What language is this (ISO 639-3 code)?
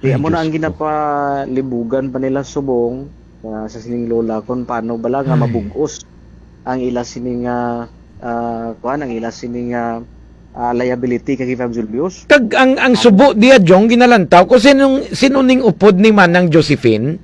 hil